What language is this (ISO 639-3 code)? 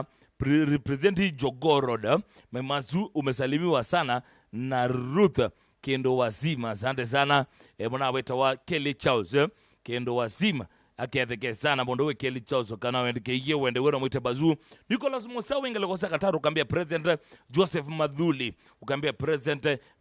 kam